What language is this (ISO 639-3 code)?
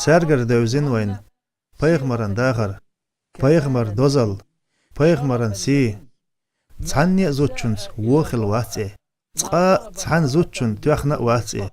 che